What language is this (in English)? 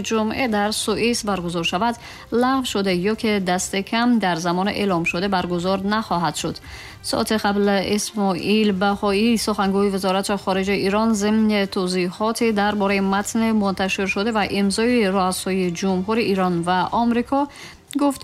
Tajik